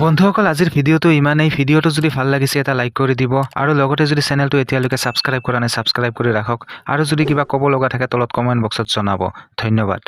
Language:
Assamese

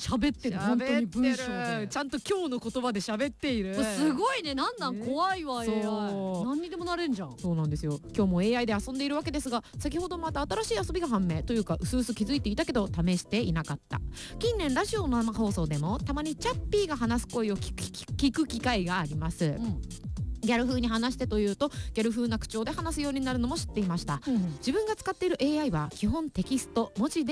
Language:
Japanese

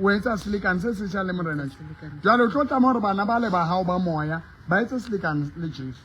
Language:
Southern Sotho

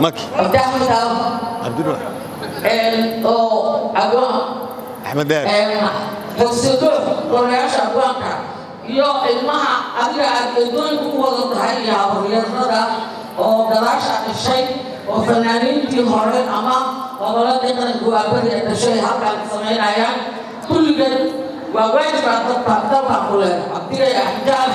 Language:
Somali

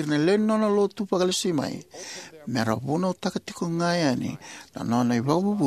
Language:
Fijian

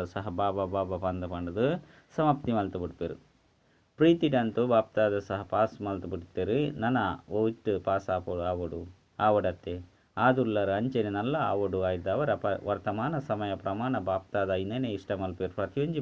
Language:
Tulu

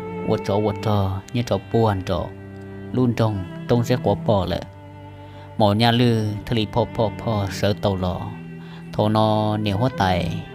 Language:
Hmong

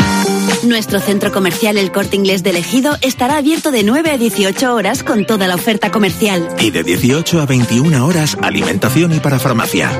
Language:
Spanish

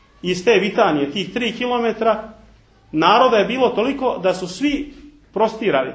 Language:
Serbian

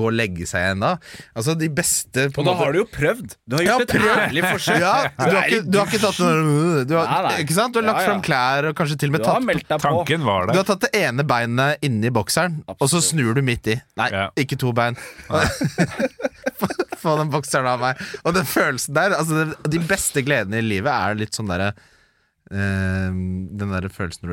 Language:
Norwegian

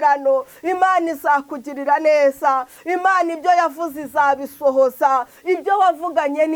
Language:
Kinyarwanda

